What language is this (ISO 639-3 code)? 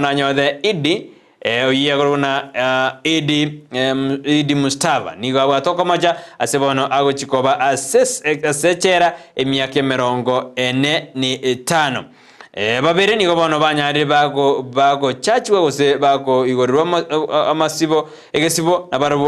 guz